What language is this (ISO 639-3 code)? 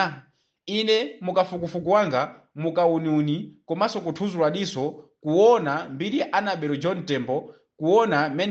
nya